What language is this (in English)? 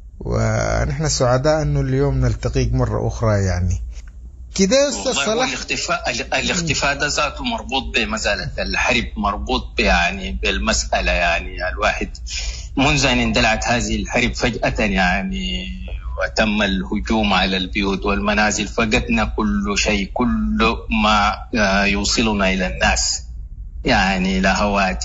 Sudanese Arabic